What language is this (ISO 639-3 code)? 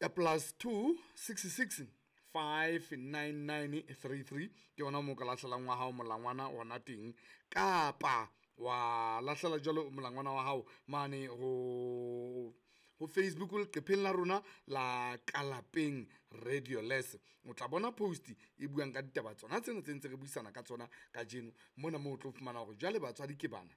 sot